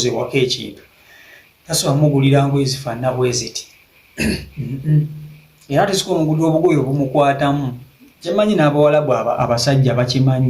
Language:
Ganda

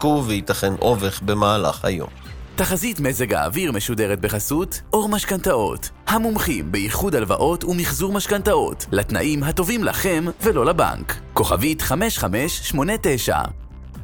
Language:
Hebrew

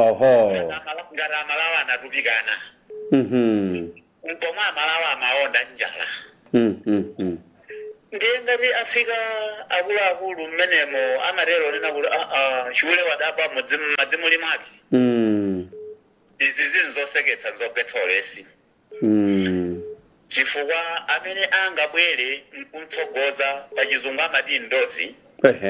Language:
Nyanja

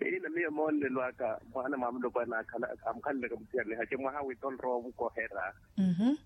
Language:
Makhuwa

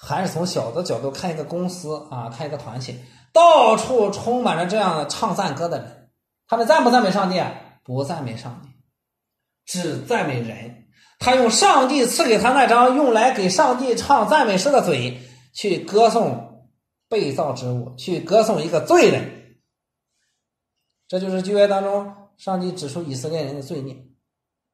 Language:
Chinese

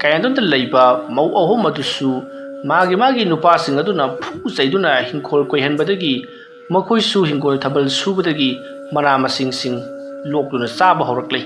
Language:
Manipuri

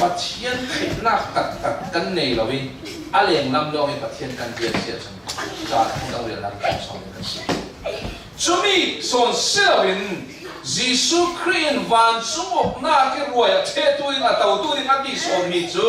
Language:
Falam Chin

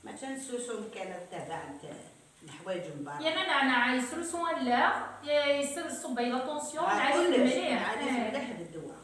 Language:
Kabyle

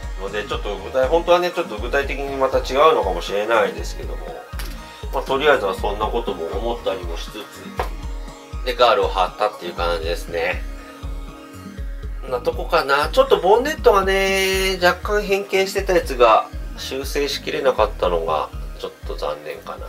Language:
Japanese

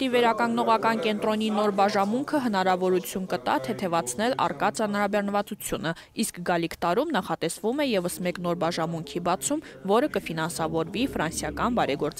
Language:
Armenian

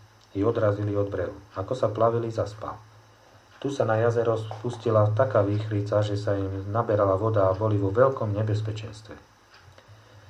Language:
Slovak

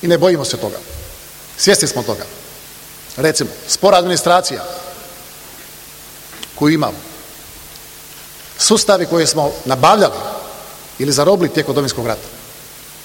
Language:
Croatian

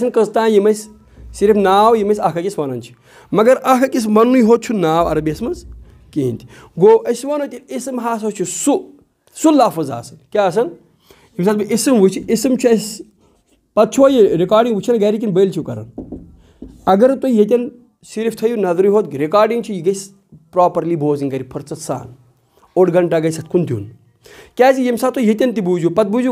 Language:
Kashmiri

